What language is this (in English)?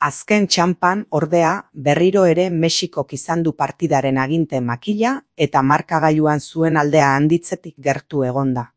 Basque